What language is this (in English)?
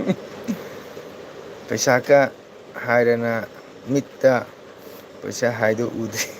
Manipuri